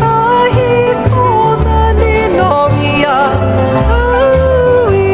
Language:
Hawaiian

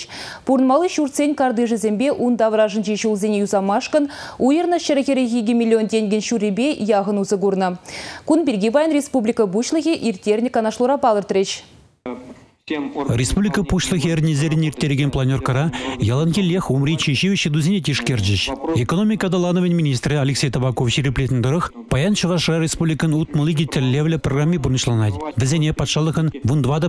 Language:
Chuvash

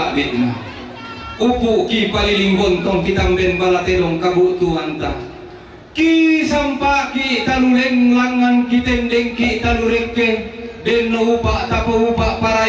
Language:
Toraja-Sa'dan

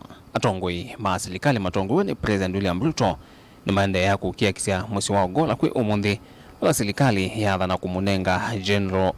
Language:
Kamba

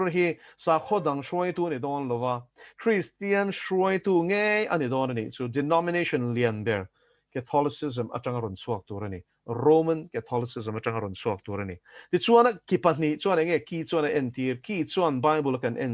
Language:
Mizo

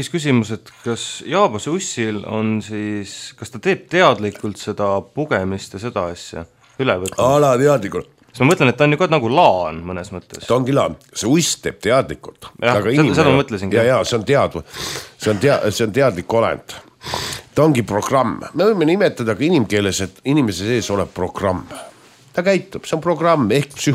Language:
Estonian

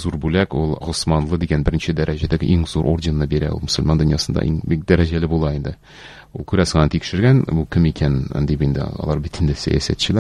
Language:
Tatar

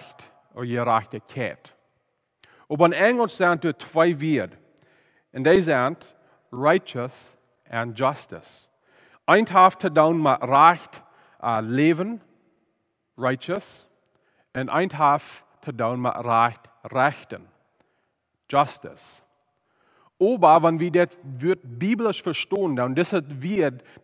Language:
Plautdietsch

